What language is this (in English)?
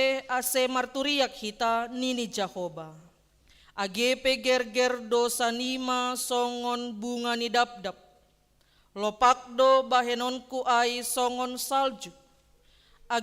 Batak Simalungun